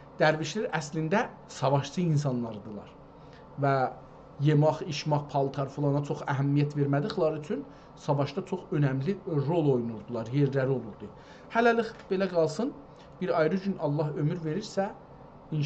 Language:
South Azerbaijani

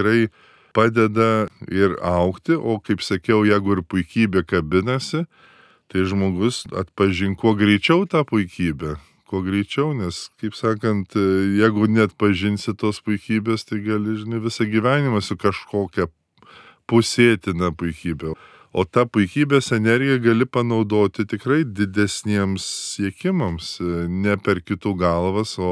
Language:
Lithuanian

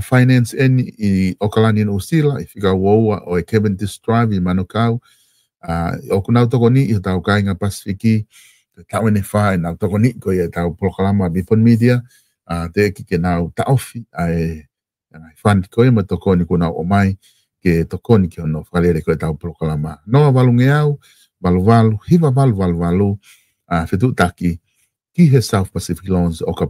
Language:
Tongan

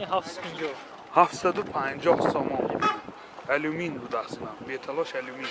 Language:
Tajik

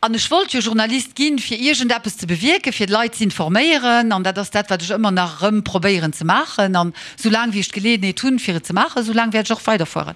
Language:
Luxembourgish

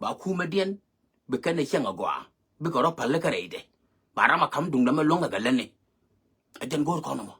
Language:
Nuer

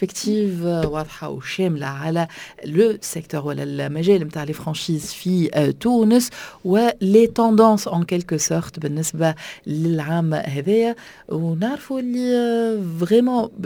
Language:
Tunisian Arabic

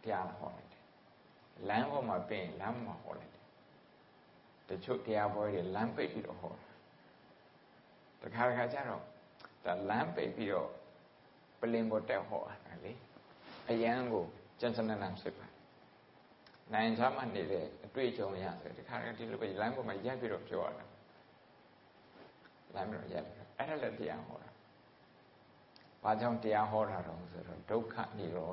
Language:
Burmese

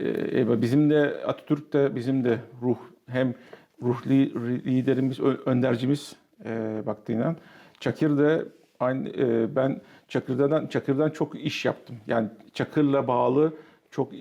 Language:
Gagauz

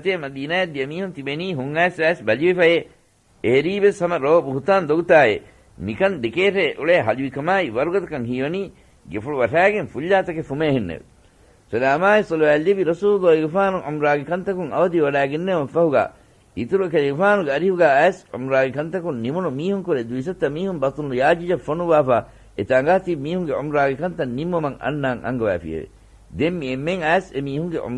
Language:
Divehi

